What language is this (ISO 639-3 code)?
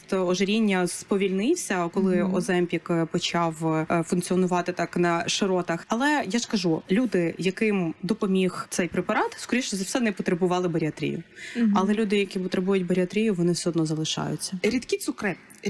ukr